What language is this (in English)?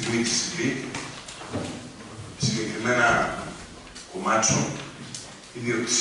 Greek